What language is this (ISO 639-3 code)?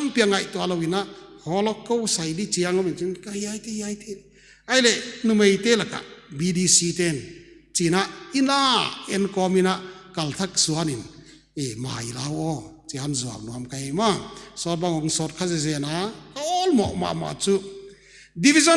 pck